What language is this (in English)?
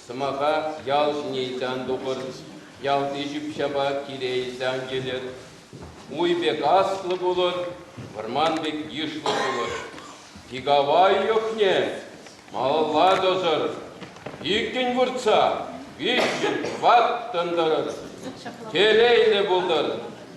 Chuvash